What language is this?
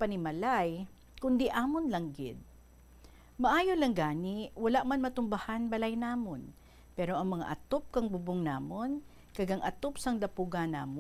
Hiligaynon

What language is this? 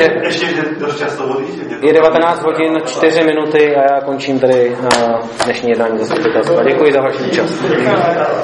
Czech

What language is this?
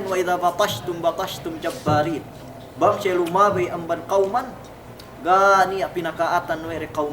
Yakan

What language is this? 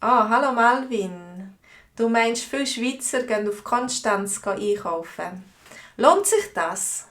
Swiss German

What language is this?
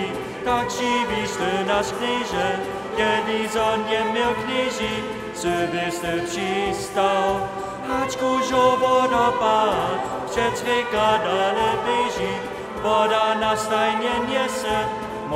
Upper Sorbian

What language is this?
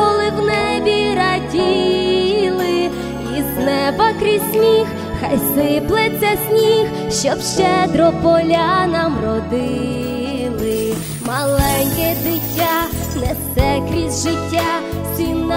Ukrainian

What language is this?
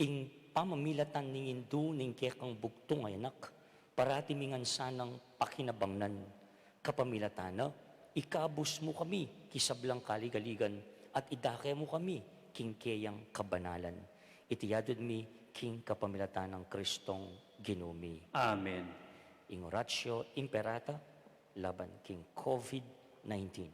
Pampanga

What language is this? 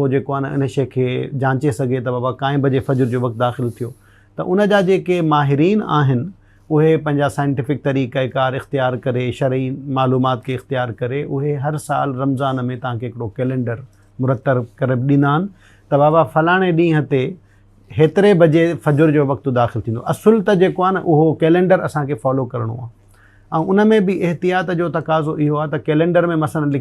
Sindhi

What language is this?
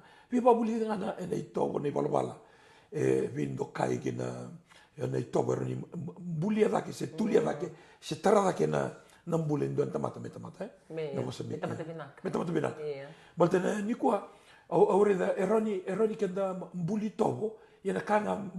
Fijian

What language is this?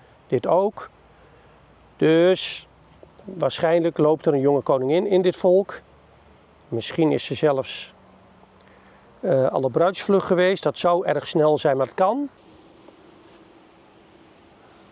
Dutch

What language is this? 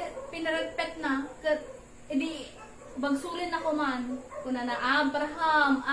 Iloko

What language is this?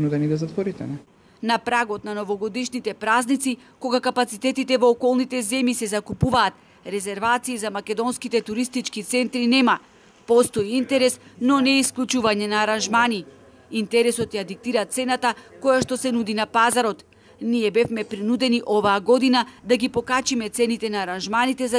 Macedonian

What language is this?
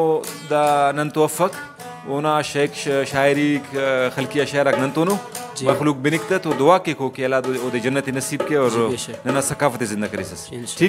Brahui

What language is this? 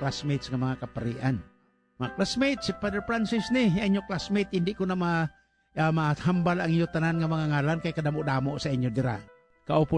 Hiligaynon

